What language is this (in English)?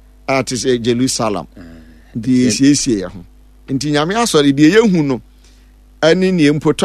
Akan